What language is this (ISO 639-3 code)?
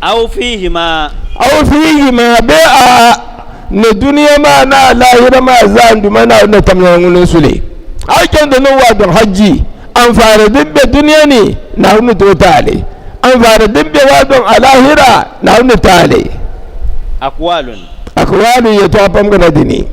dag